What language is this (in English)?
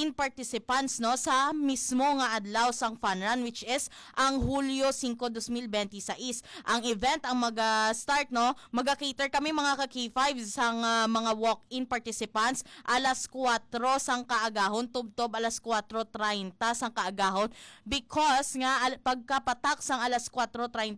Hiligaynon